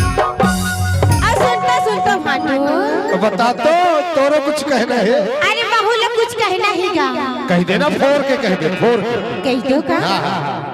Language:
Chhattisgarhi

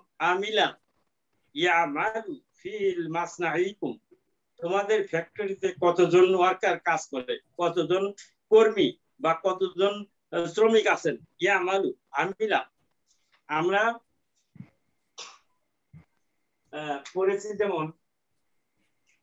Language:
Bangla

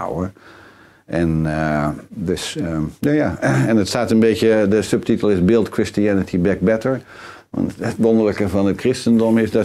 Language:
Dutch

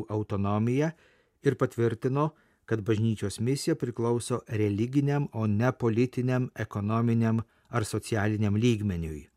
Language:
Lithuanian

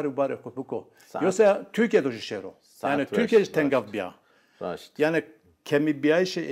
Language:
Zaza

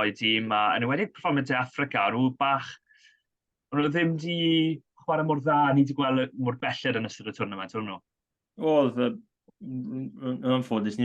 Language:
Welsh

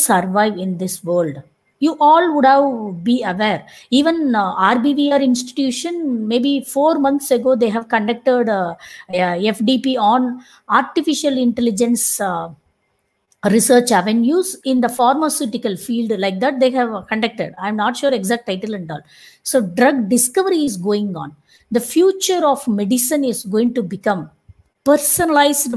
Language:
English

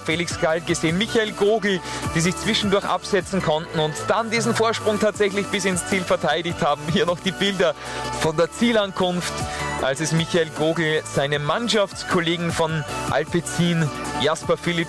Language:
German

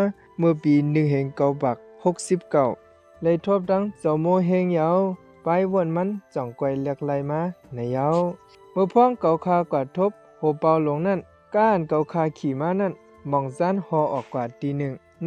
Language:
Shan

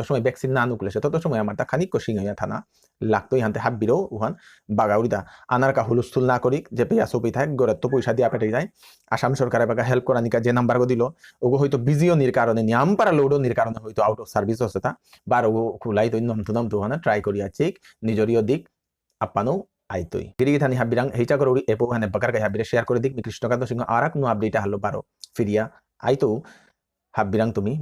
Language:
Bishnupriya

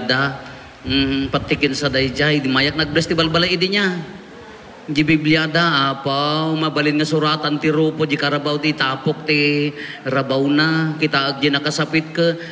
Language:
Iloko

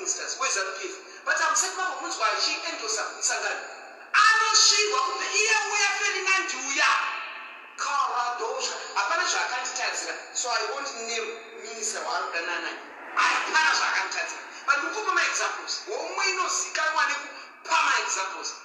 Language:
Shona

